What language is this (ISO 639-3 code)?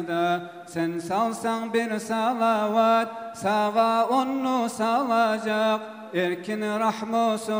kum